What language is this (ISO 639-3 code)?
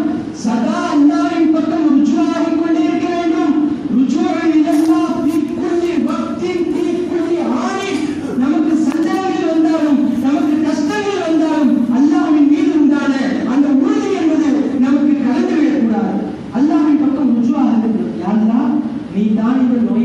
tam